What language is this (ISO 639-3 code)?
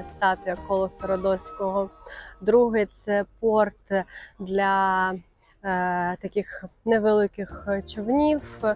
ukr